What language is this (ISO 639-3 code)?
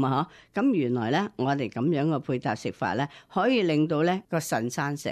yue